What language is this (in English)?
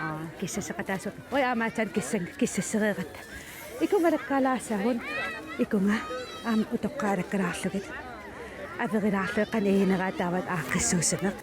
Kalaallisut